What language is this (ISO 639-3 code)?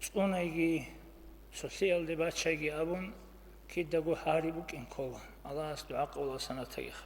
ava